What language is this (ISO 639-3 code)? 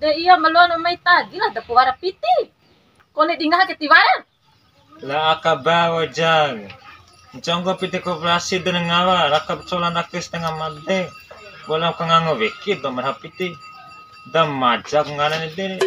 bhp